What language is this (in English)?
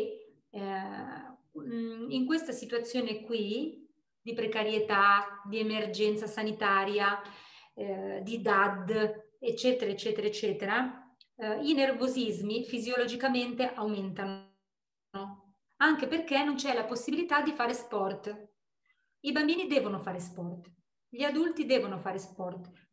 Italian